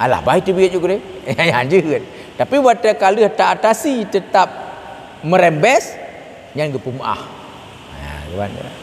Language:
Achinese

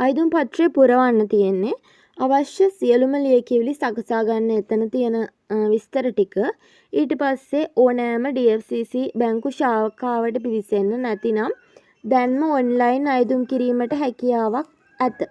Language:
Sinhala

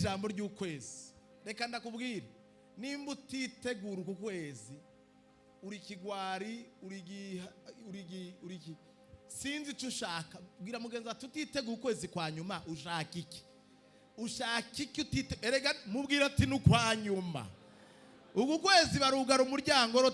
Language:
Rundi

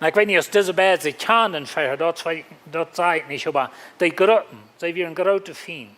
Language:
Plautdietsch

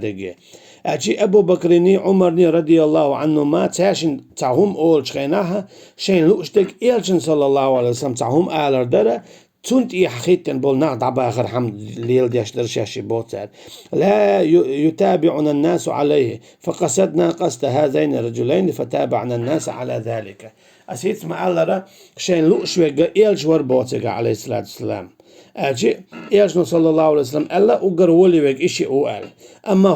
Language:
Chechen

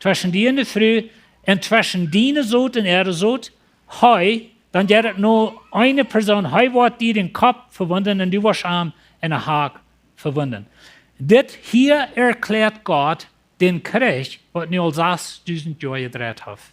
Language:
Plautdietsch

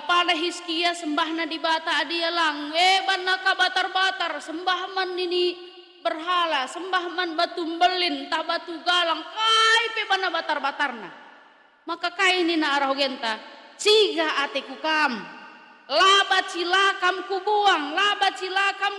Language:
Batak Karo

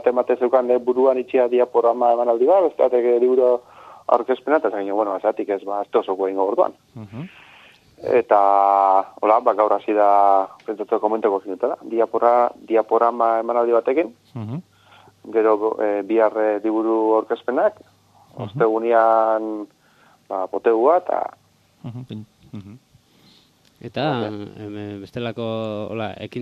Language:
Basque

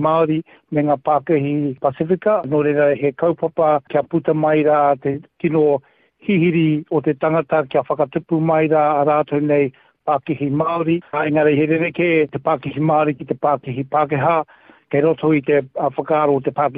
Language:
Māori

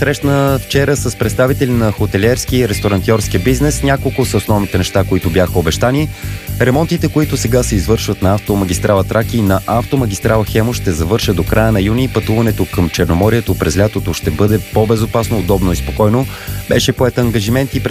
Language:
Bulgarian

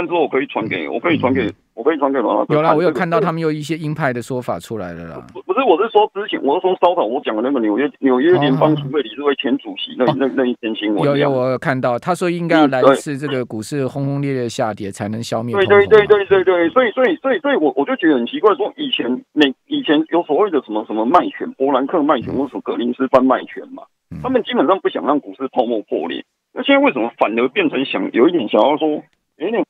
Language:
Chinese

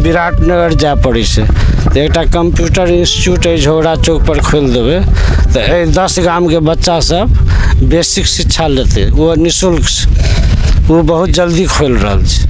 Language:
Maithili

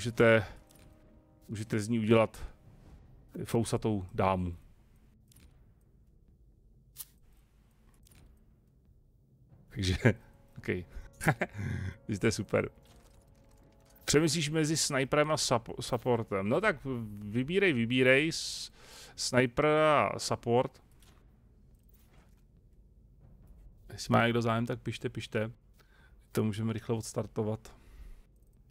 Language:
Czech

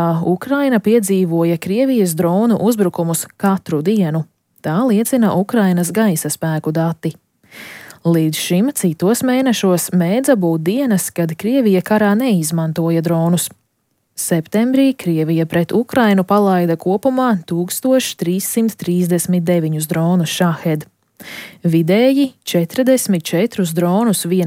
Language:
Latvian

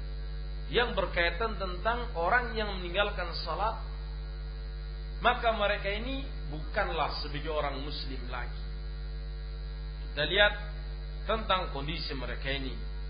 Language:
Indonesian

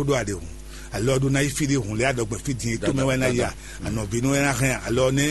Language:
Fon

